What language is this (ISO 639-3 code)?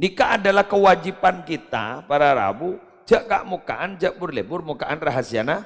mad